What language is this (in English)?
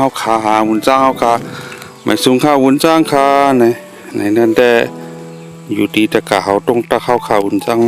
Shan